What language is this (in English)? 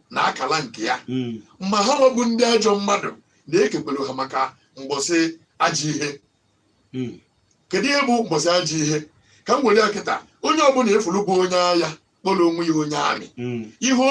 Igbo